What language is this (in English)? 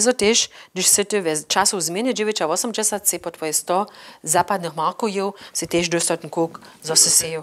Upper Sorbian